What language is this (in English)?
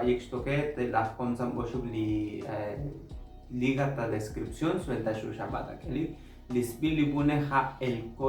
Tzotzil